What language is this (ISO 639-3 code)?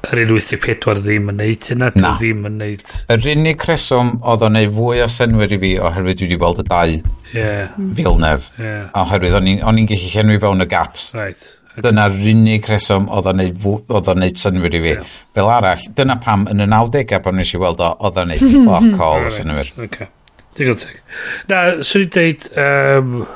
cym